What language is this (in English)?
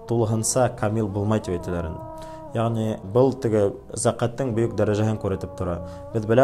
Bashkir